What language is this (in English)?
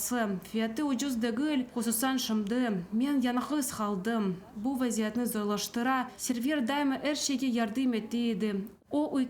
Crimean Tatar